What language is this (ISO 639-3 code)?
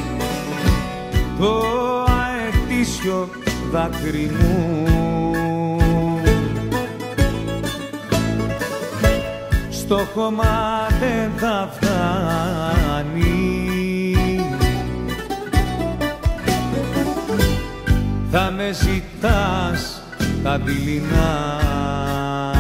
ell